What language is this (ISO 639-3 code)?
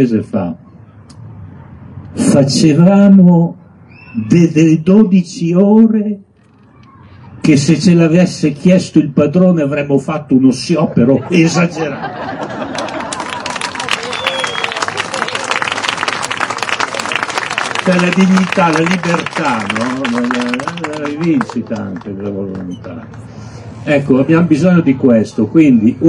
ita